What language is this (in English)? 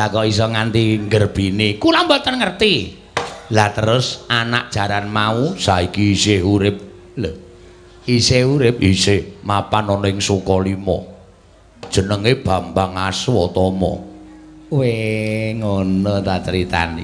Javanese